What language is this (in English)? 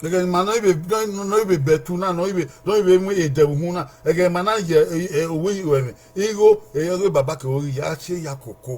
Bini